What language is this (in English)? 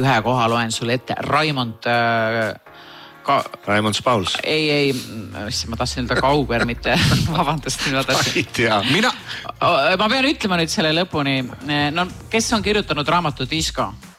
Estonian